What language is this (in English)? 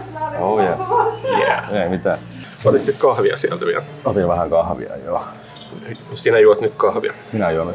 Finnish